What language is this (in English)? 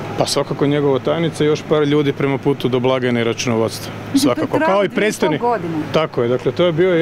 Croatian